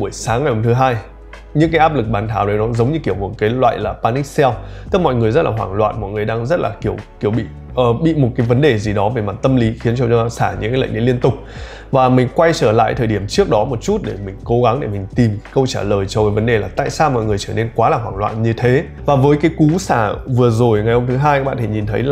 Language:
Vietnamese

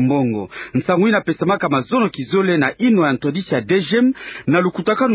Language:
Kituba (Democratic Republic of Congo)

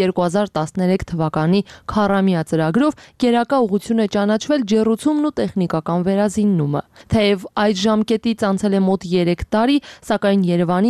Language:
Armenian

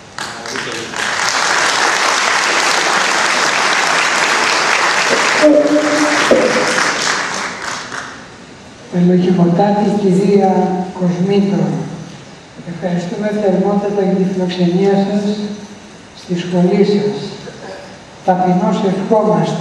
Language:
Greek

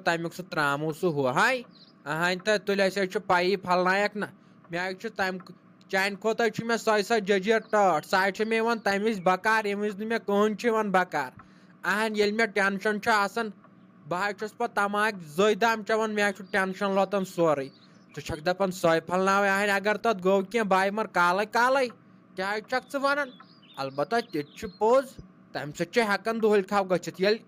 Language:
Kashmiri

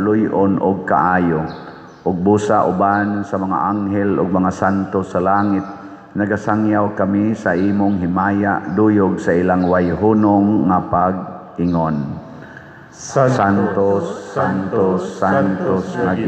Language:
Cebuano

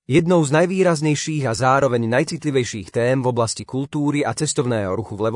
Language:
Slovak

